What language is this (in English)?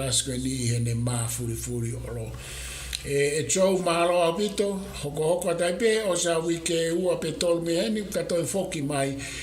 Tongan